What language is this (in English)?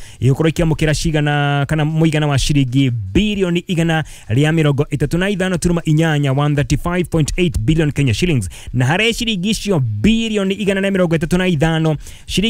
Kikuyu